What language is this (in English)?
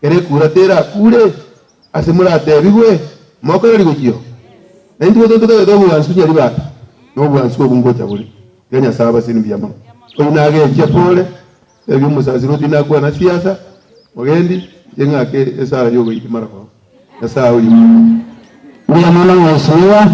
Gusii